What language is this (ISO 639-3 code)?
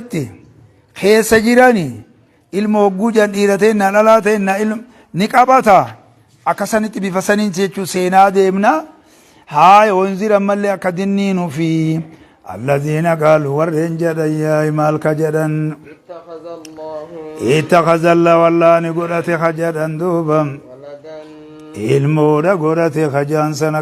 orm